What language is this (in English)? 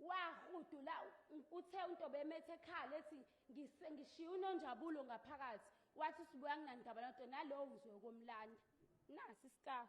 Zulu